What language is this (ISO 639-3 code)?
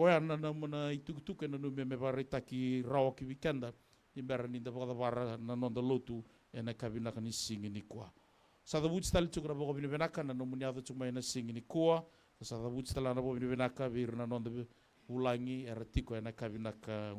fij